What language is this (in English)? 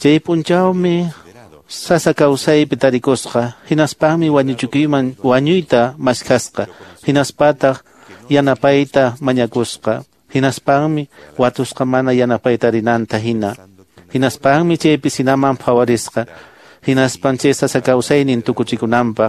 Quechua